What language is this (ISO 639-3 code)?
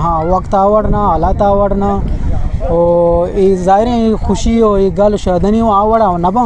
bgp